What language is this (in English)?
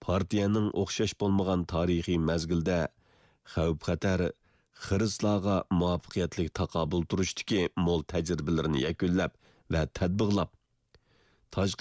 Uyghur